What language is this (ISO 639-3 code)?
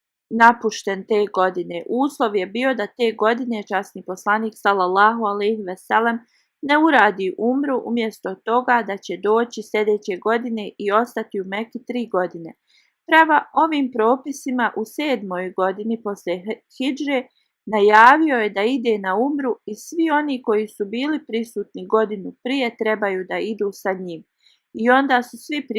bos